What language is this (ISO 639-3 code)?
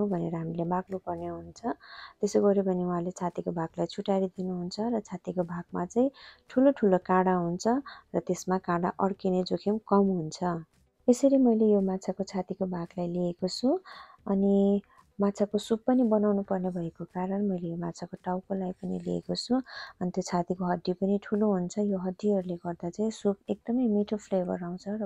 nep